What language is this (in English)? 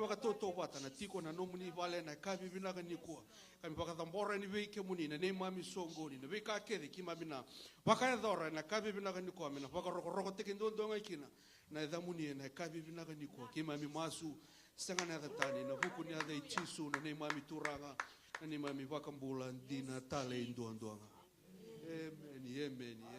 Fijian